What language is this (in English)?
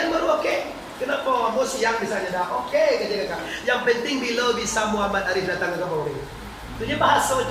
Minangkabau